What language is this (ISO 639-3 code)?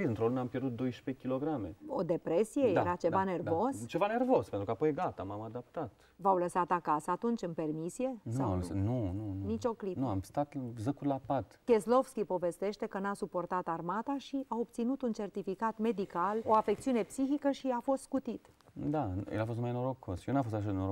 ron